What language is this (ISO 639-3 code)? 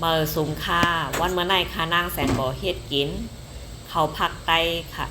shn